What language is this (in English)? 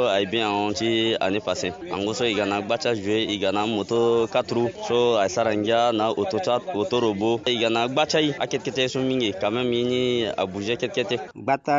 Sango